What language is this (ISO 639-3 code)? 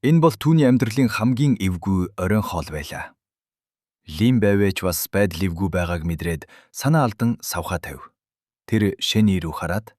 mon